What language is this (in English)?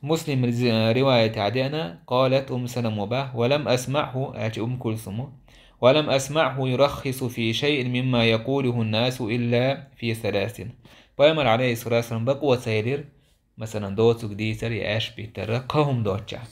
Chechen